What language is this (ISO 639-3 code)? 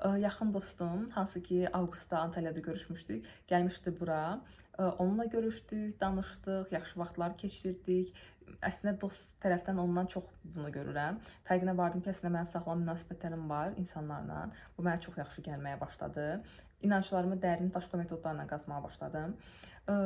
aze